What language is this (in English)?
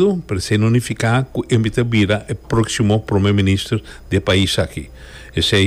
Papiamento